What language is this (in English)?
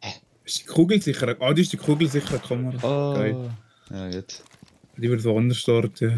Swiss German